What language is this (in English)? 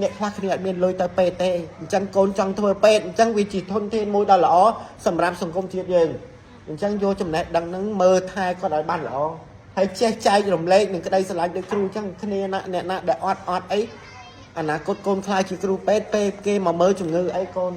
Khmer